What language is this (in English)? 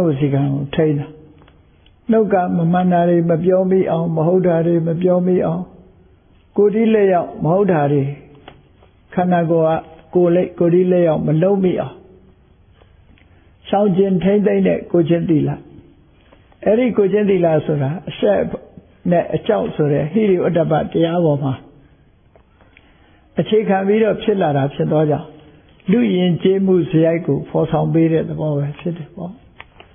Burmese